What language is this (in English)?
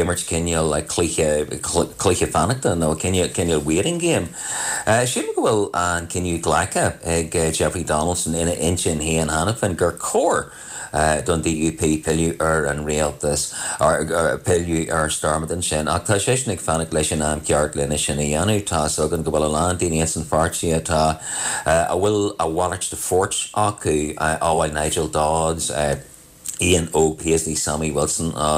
Irish